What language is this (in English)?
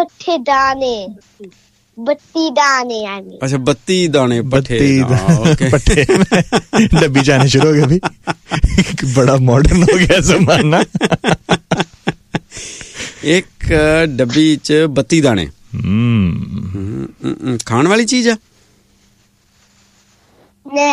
Punjabi